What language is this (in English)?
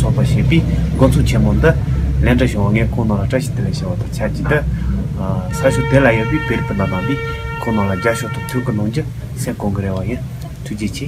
Tibetan